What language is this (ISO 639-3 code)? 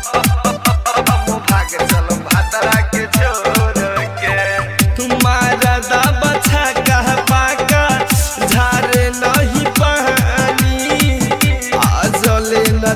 bho